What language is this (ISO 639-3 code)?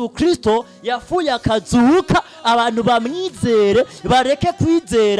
run